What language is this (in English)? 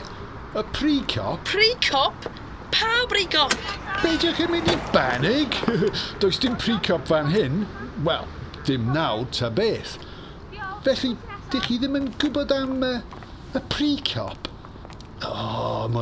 Welsh